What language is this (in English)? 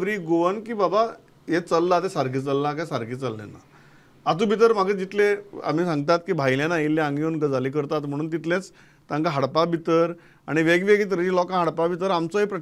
Konkani